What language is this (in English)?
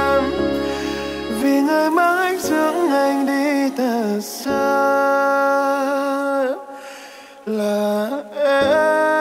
Vietnamese